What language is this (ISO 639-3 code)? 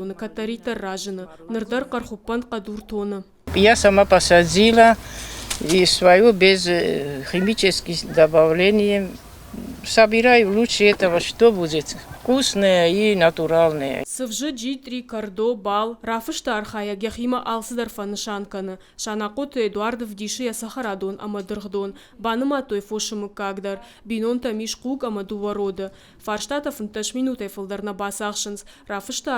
oss